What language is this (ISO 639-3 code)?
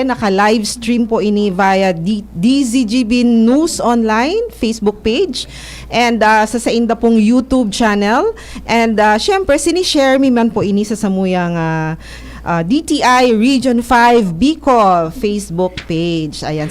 bik